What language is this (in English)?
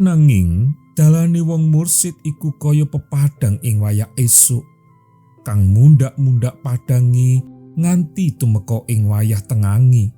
Javanese